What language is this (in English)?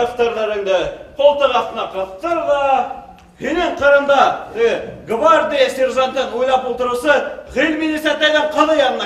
Bashkir